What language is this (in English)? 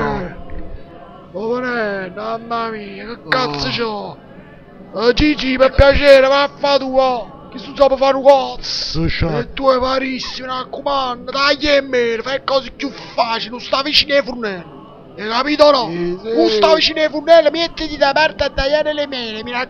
Neapolitan